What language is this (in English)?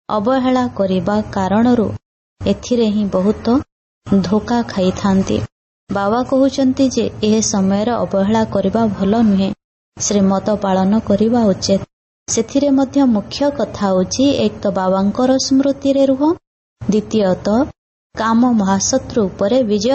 Odia